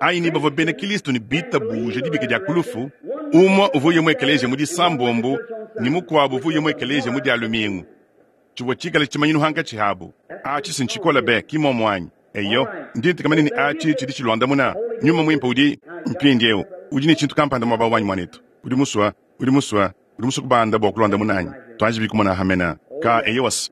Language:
Luba-Lulua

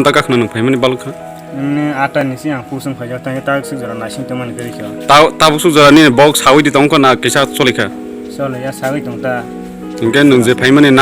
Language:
Kok Borok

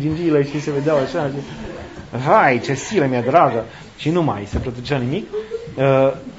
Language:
Romanian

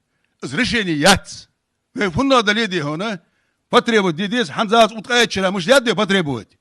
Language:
Ingush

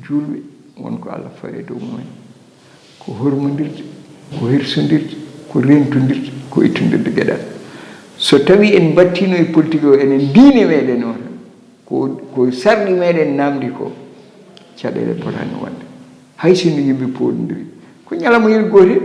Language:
Fula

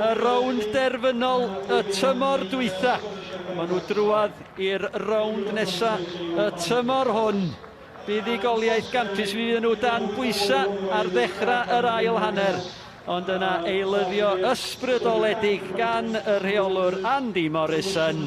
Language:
Welsh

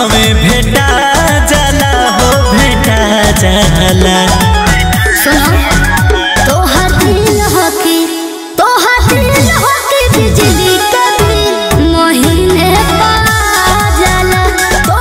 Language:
Bhojpuri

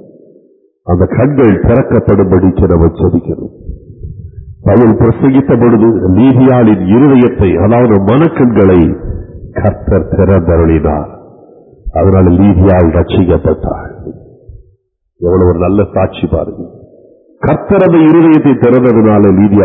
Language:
Tamil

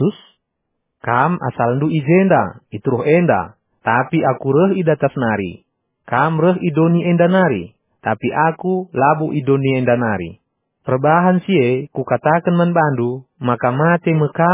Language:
Batak Karo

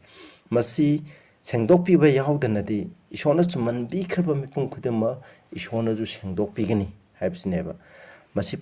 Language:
Manipuri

